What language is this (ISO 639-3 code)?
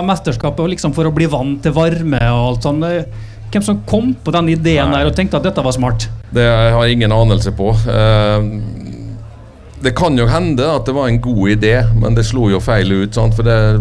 nor